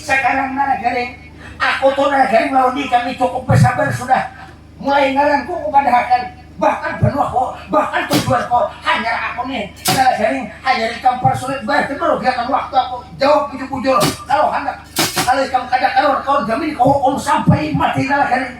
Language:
Banjar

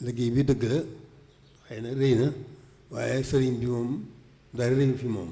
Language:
Wolof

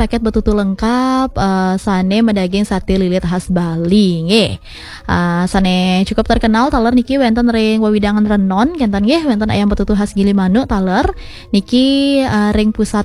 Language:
Balinese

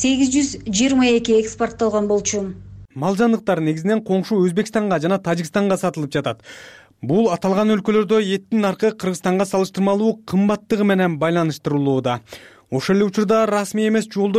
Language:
Kyrgyz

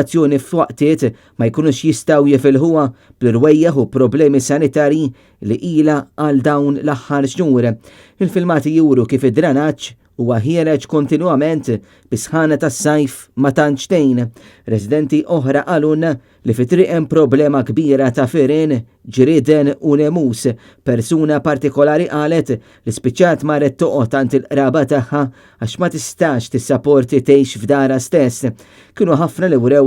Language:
Maltese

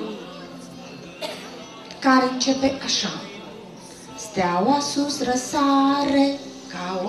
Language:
Romanian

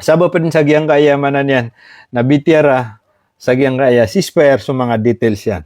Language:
Maranao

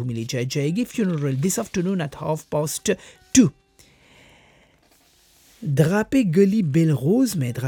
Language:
Hindi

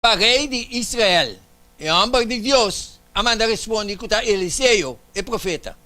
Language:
Papiamento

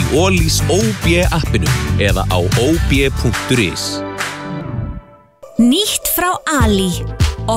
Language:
Icelandic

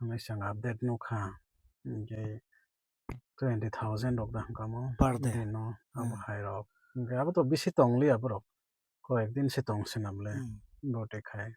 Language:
Kok Borok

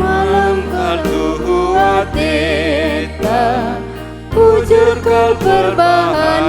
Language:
Batak Karo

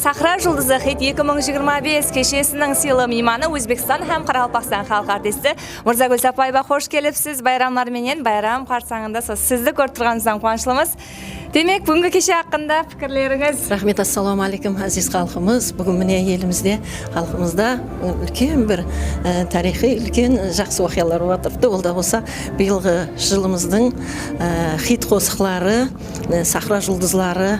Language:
Kara-Kalpak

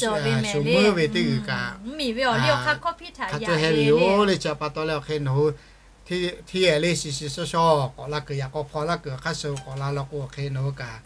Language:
Lahu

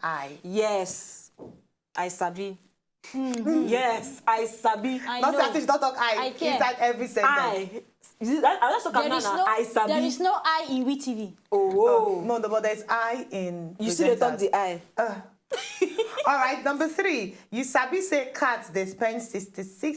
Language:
Nigerian Pidgin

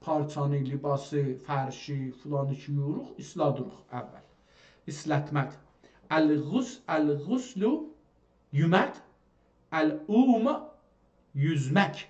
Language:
South Azerbaijani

